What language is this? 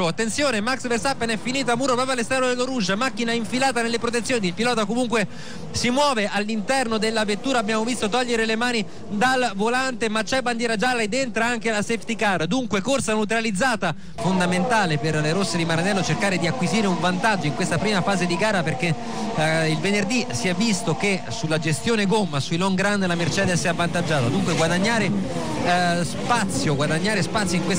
Italian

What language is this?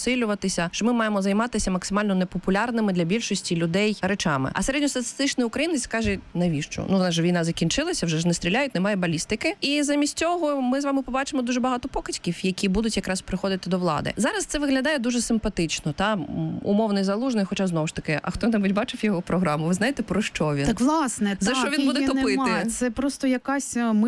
Ukrainian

